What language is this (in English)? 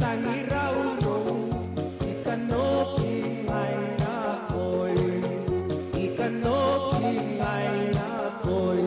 Gilbertese